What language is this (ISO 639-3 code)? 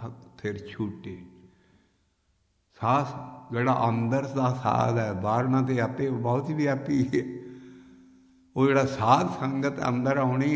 pan